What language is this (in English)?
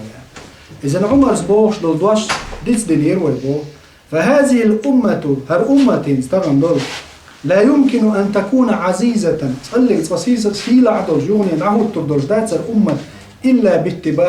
Chechen